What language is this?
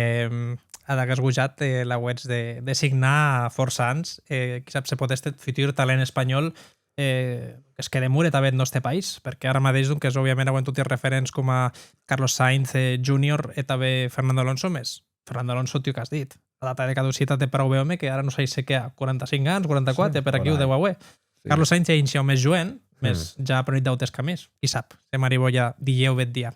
Occitan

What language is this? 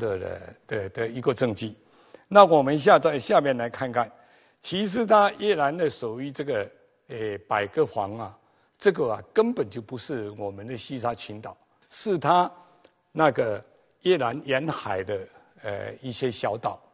Chinese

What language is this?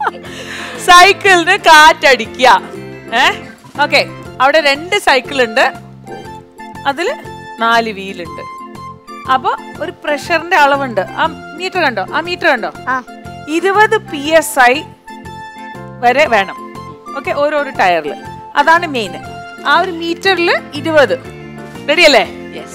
Malayalam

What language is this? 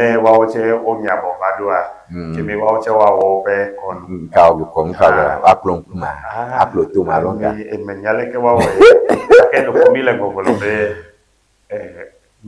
Ewe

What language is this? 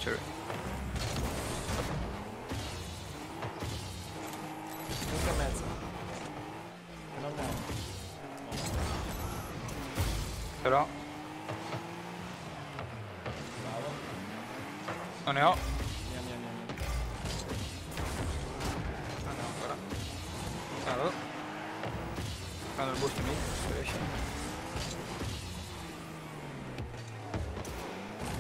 Italian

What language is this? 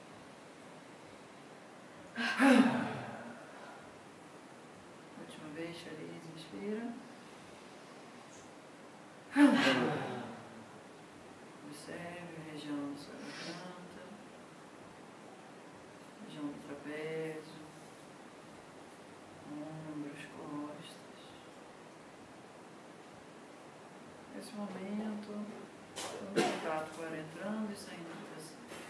Portuguese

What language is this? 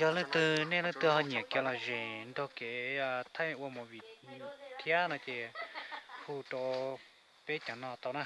Hmong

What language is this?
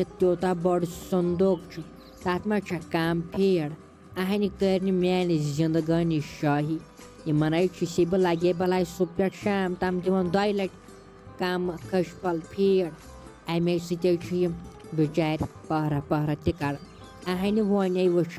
Kashmiri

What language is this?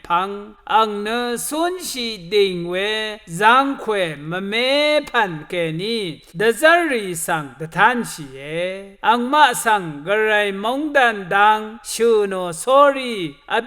Rawang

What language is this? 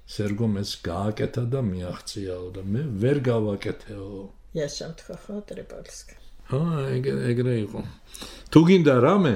Georgian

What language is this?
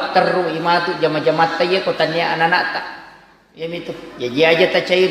Buginese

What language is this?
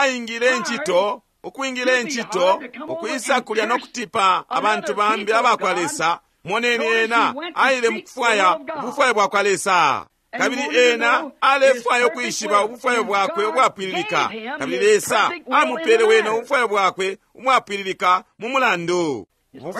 Bemba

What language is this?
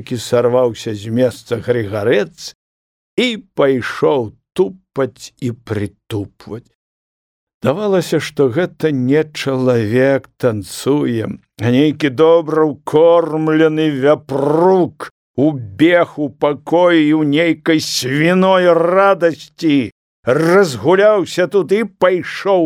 Belarusian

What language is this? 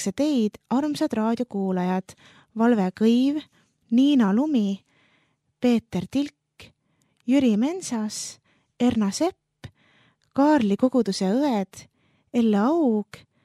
Estonian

